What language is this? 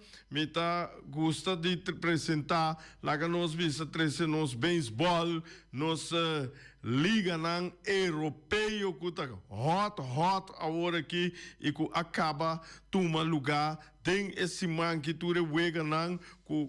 Papiamento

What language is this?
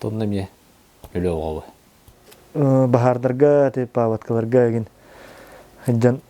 Yakut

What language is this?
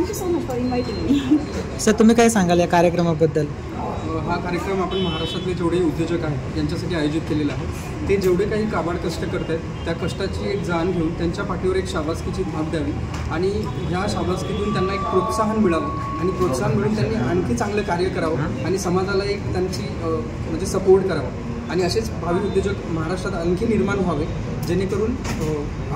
Marathi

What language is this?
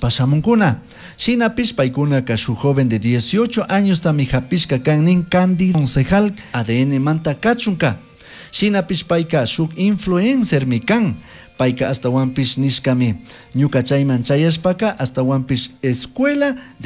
Chimborazo Highland Quichua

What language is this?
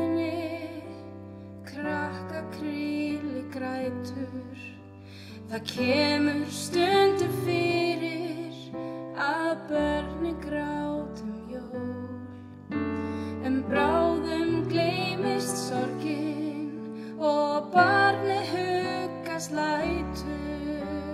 Icelandic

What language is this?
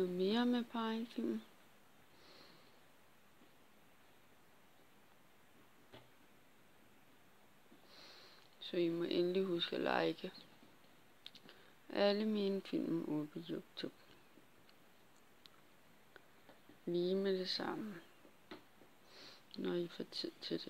Danish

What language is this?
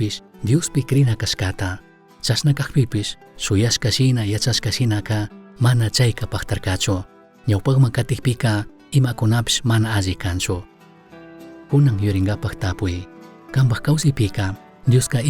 Chimborazo Highland Quichua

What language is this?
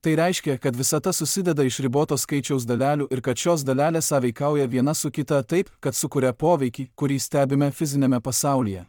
Lithuanian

